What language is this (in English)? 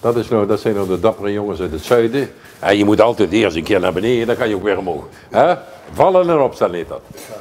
Limburgish